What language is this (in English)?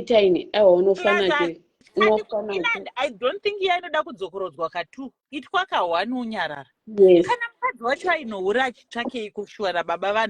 Shona